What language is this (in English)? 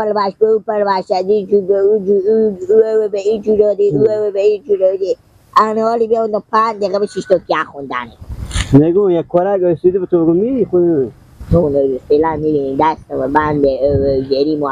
Persian